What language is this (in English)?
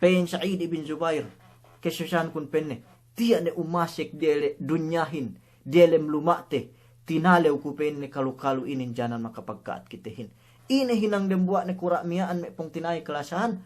Yakan